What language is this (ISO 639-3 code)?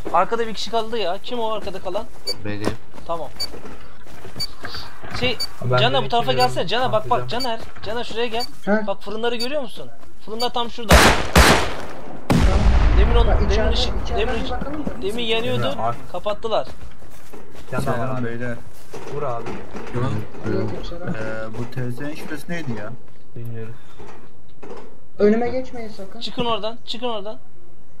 tur